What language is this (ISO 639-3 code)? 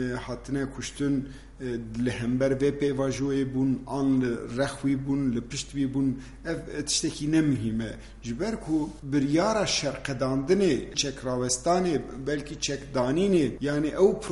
kur